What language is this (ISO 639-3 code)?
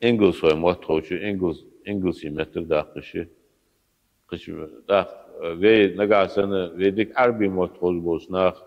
inh